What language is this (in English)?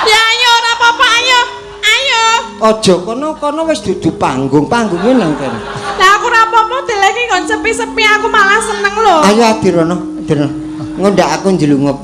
Javanese